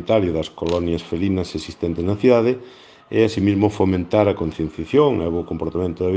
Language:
Galician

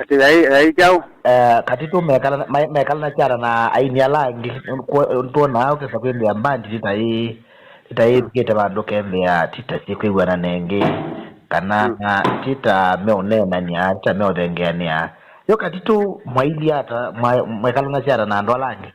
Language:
Kamba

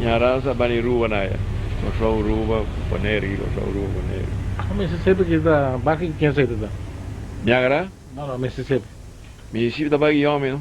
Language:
Papiamento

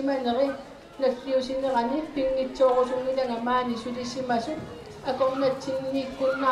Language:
Kalaallisut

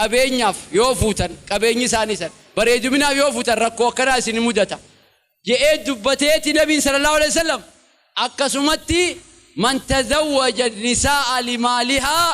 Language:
Oromo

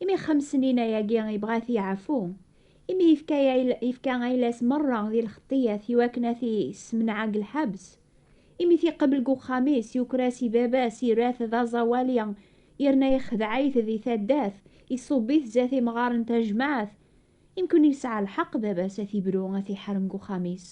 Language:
Kabyle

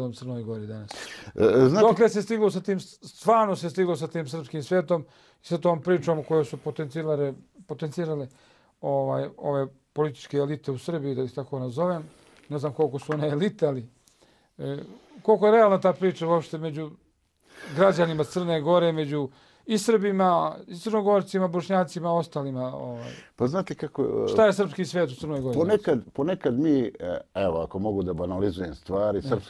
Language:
Bosnian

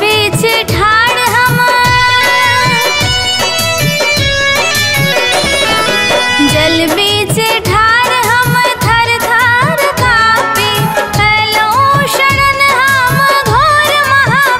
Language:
Maithili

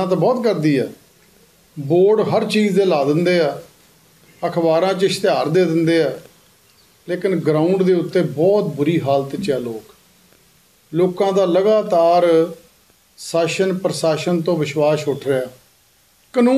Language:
Punjabi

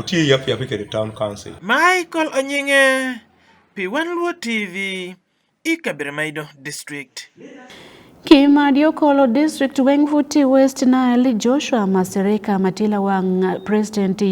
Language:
Acoli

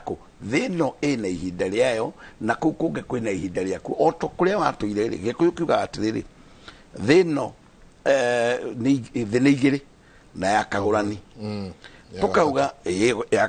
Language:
Kikuyu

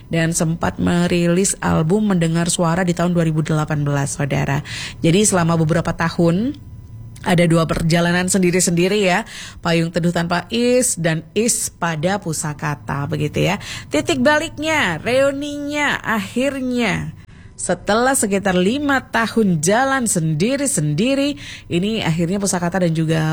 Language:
Indonesian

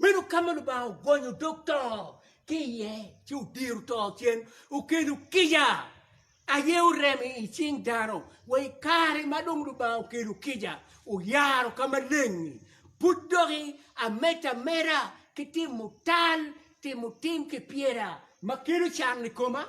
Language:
Acoli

